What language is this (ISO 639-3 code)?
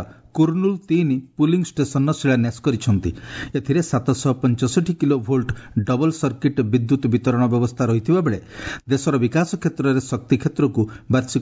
ori